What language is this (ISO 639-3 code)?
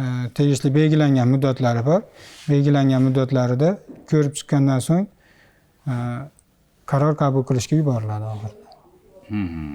uzb